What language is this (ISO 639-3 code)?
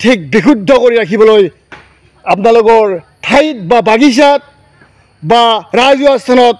asm